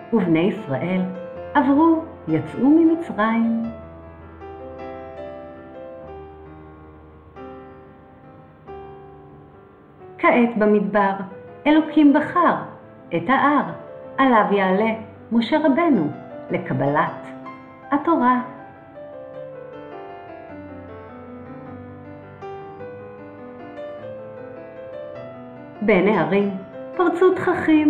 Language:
Hebrew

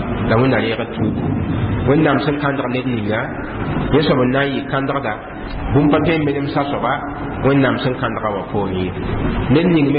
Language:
Mossi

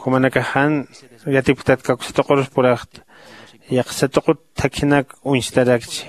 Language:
Aymara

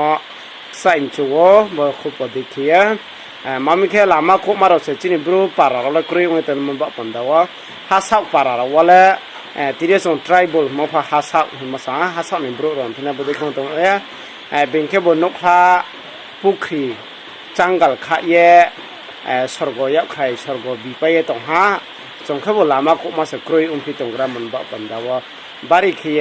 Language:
Riang (India)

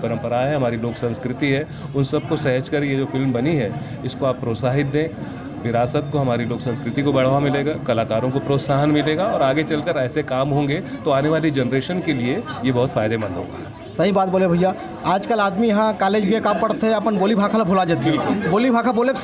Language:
Chhattisgarhi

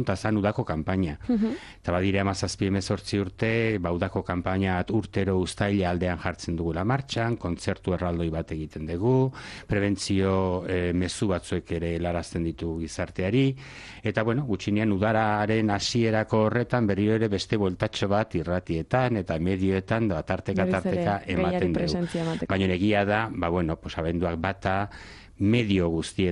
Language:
Basque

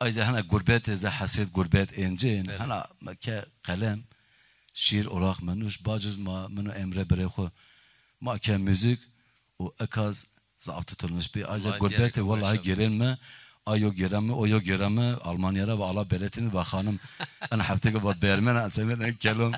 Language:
Zaza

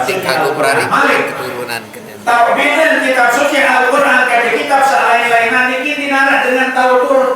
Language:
Sasak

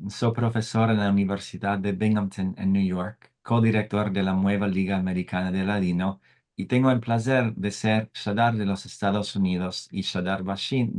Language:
Ladino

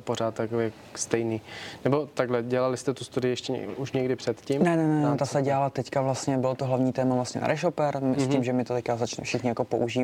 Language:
Czech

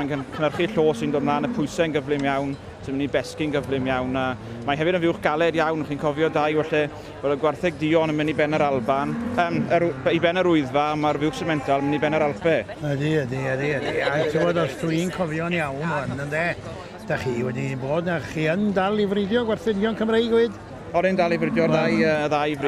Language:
Welsh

